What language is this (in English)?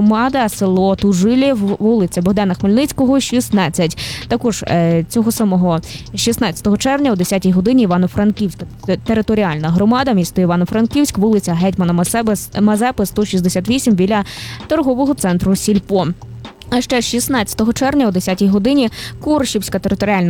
Ukrainian